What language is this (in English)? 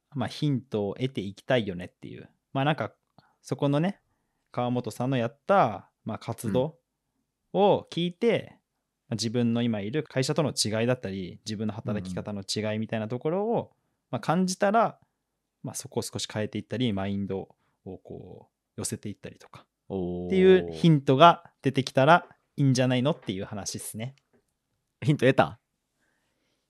Japanese